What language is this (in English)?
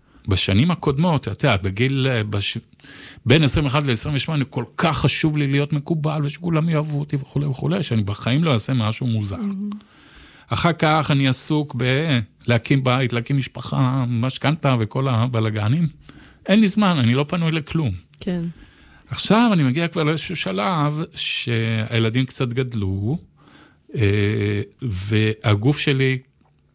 Hebrew